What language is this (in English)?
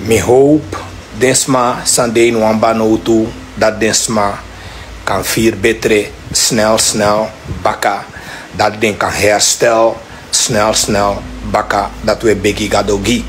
Sranan Tongo